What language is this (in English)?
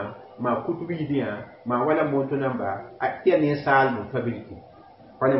Mossi